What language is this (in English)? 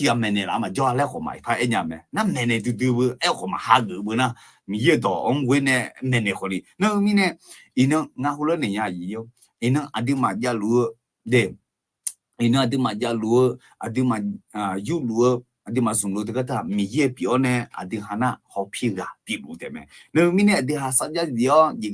Akha